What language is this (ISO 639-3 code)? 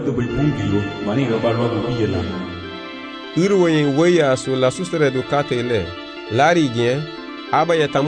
cab